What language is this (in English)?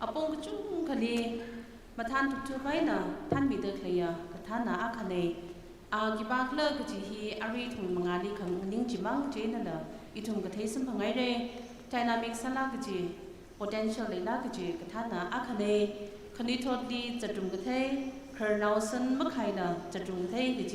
Tangkhul Naga (India)